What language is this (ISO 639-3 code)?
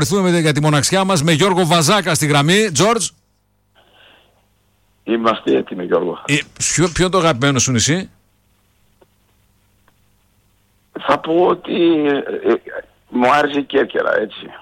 ell